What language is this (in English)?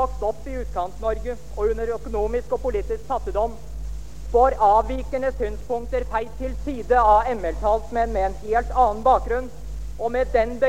Norwegian